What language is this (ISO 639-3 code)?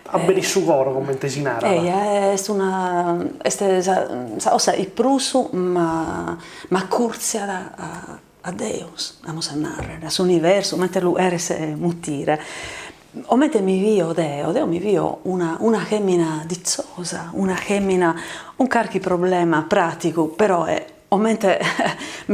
srd